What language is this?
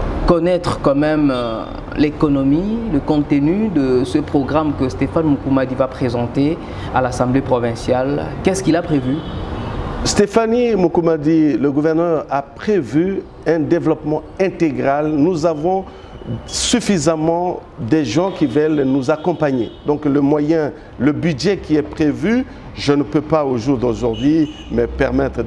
French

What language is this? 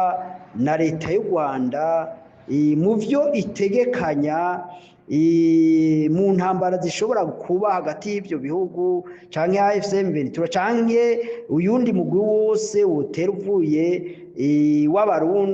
Rundi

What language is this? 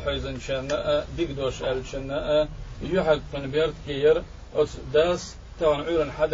Chechen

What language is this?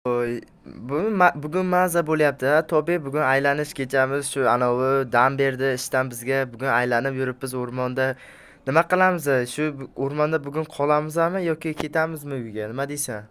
Uzbek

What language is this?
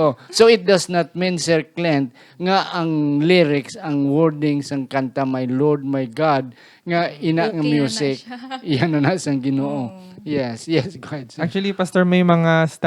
Hiligaynon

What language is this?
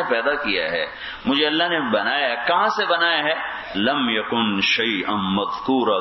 Urdu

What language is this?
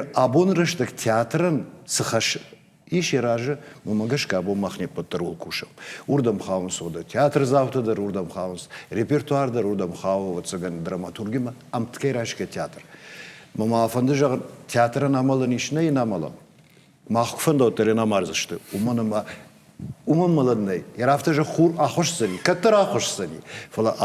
Ossetic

